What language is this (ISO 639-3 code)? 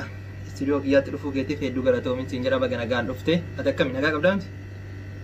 orm